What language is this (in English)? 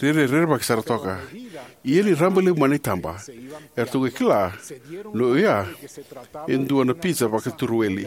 Fijian